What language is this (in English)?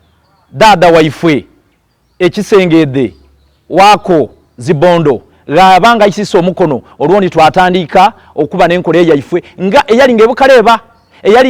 Soga